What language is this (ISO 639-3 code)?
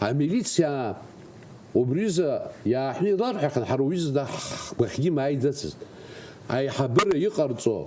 abk